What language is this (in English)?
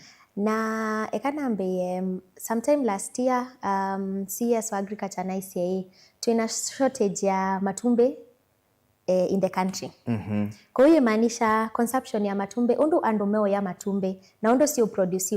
Kamba